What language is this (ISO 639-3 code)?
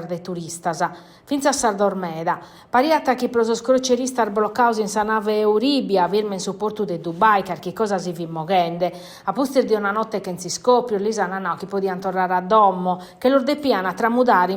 srd